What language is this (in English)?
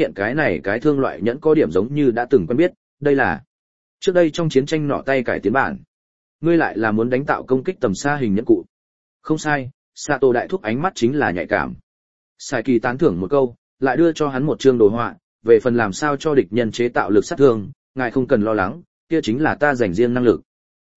Vietnamese